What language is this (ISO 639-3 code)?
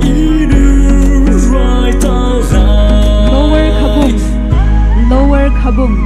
pmx